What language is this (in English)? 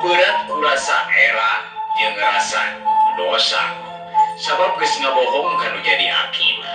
Sundanese